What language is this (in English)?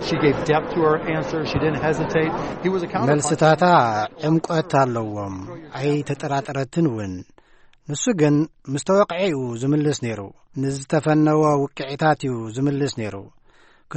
Tigrinya